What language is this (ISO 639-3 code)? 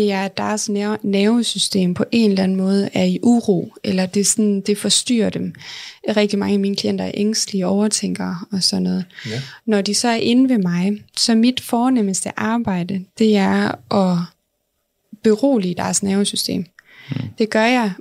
dan